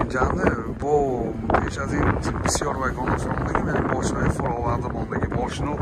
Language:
Tajik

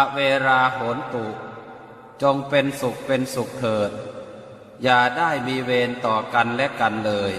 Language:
Pali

